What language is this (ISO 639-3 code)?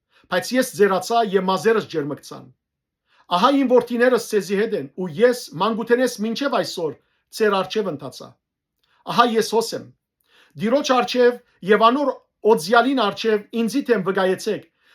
hyw